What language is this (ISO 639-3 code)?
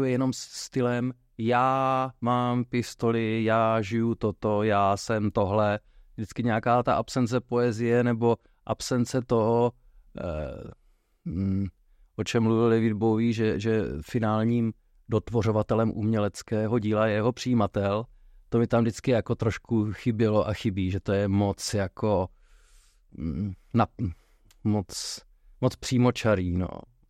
ces